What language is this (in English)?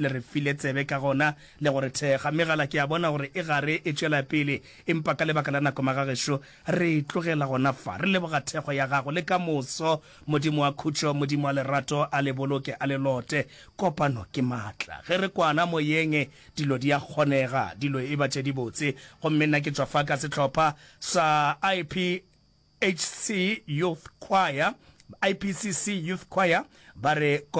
Northern Sotho